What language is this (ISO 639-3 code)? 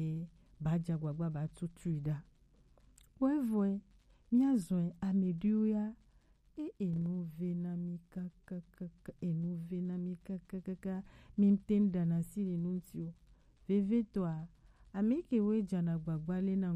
gej